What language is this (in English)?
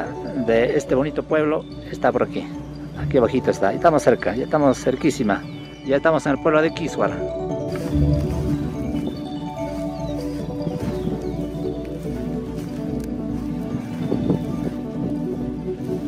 Spanish